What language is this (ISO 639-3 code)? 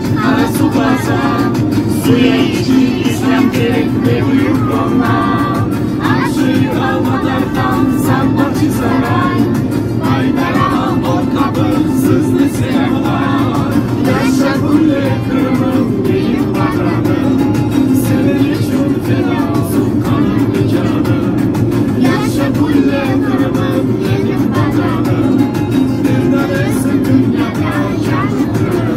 crh